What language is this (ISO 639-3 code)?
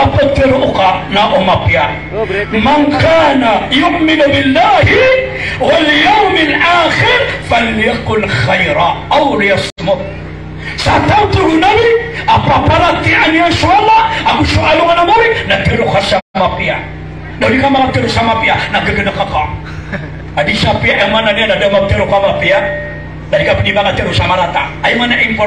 mrw